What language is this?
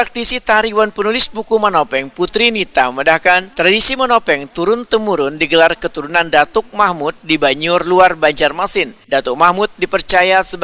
Banjar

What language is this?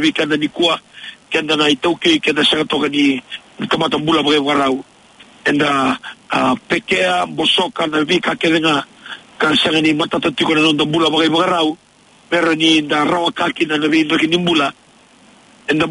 Fijian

